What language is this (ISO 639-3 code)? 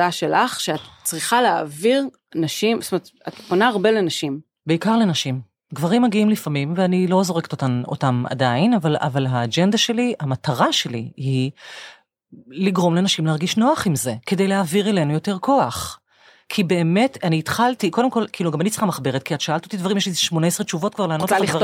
heb